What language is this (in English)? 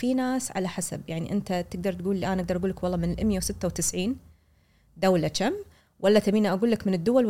Gulf Arabic